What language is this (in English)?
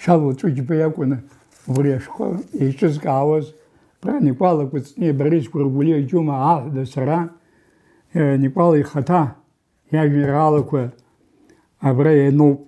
Abkhazian